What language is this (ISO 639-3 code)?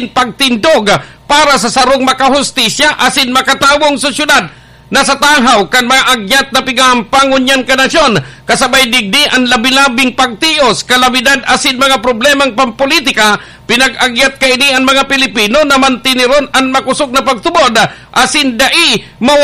bik